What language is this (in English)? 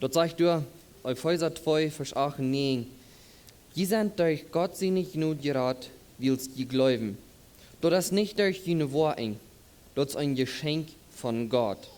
Plautdietsch